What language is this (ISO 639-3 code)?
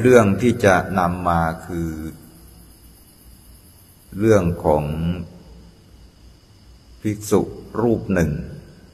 tha